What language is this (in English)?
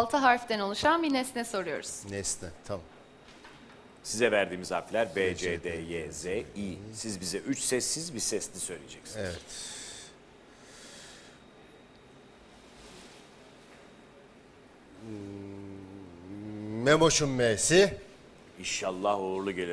Turkish